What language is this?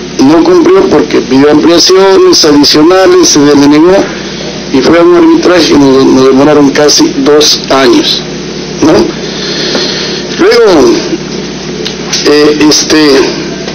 Spanish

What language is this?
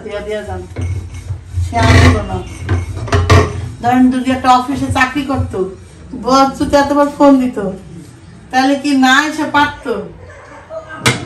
Bangla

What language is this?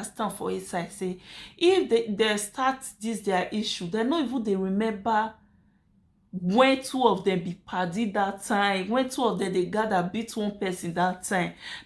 Nigerian Pidgin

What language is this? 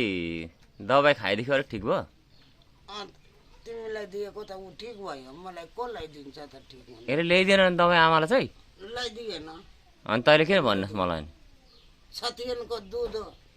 Nepali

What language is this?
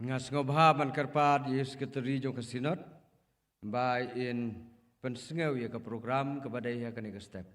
Khasi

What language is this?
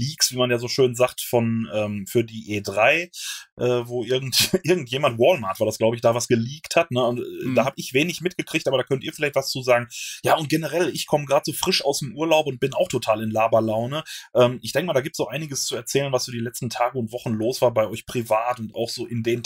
German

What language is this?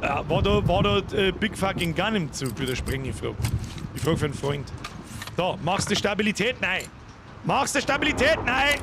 Bavarian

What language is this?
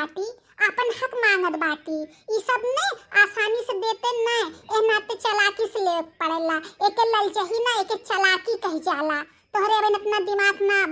Bhojpuri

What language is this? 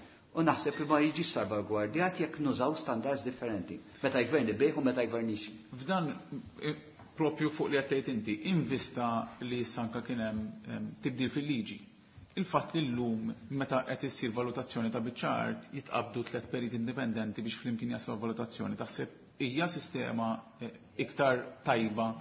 Maltese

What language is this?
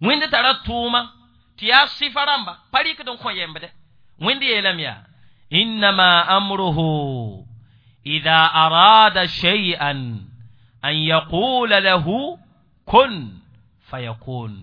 Mossi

